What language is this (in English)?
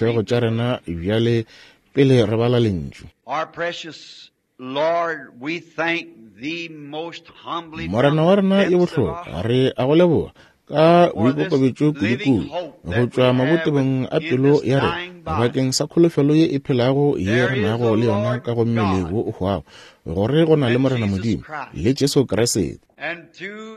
Northern Sotho